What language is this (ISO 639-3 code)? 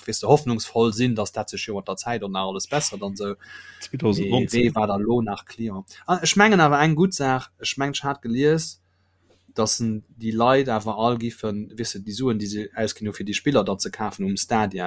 ltz